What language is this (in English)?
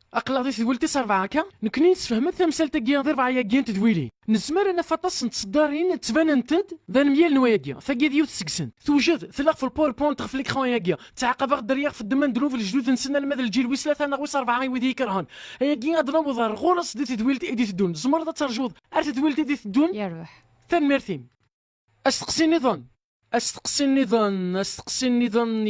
Kabyle